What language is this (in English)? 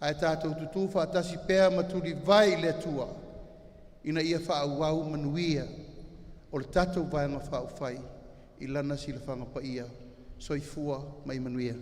Samoan